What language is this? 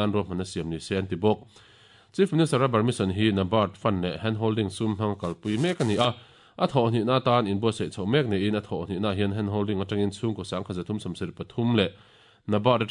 Mizo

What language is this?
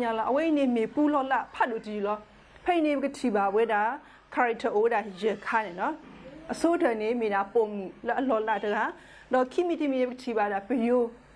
S'gaw Karen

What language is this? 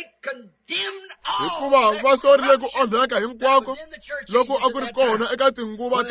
Tsonga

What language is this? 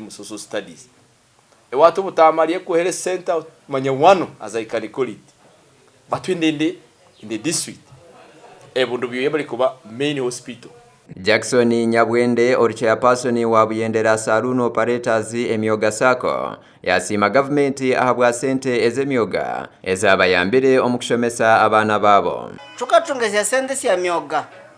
Nyankole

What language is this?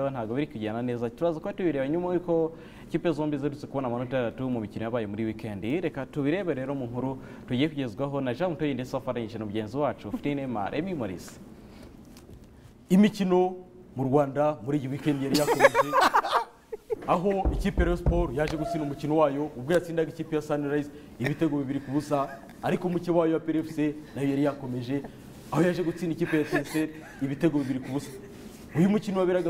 Kinyarwanda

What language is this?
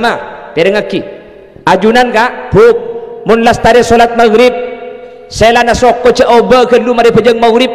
Madurese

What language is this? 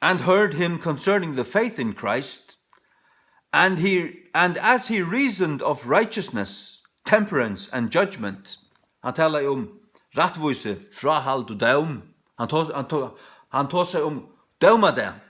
Faroese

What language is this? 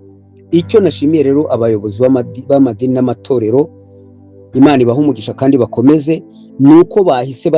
Kinyarwanda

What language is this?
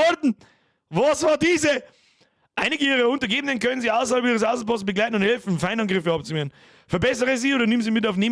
Bavarian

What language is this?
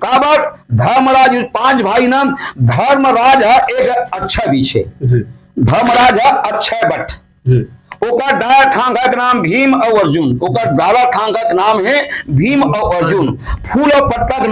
Chhattisgarhi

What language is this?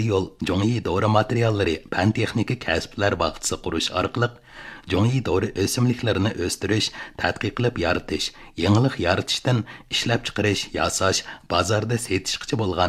Uyghur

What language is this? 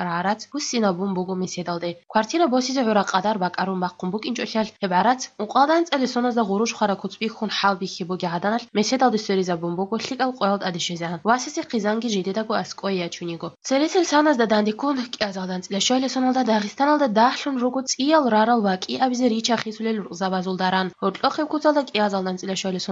Avaric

